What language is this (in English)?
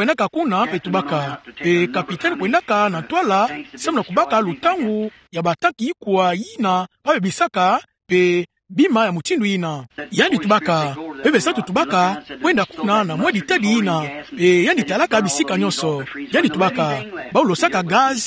Kituba (Democratic Republic of Congo)